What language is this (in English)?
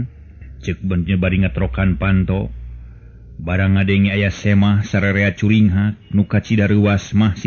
Sundanese